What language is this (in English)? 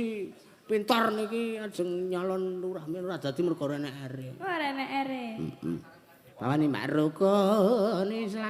Javanese